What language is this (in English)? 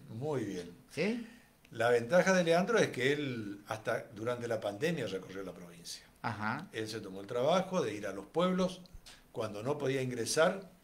Spanish